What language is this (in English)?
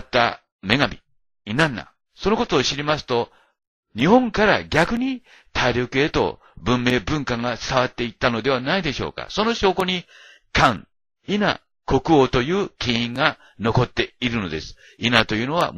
Japanese